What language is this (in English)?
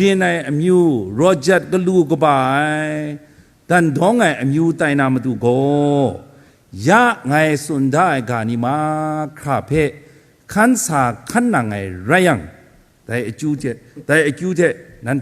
Kachin